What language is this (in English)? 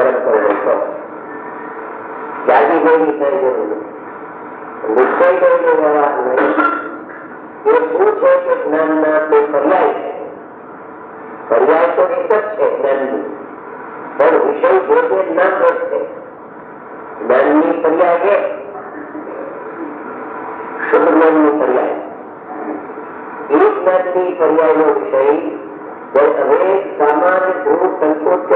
Gujarati